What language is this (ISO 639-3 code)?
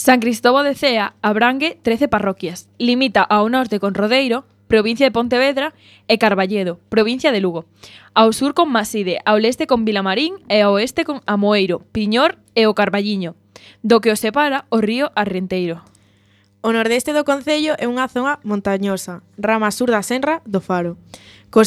glg